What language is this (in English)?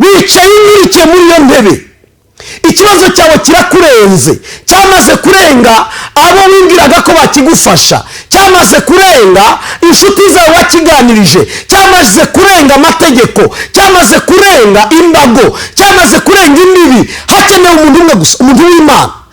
Kinyarwanda